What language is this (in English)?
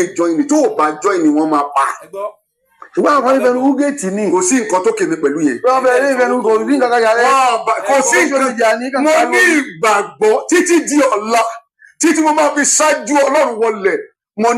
Yoruba